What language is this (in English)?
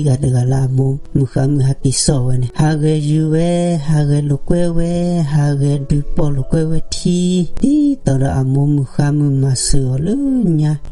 S'gaw Karen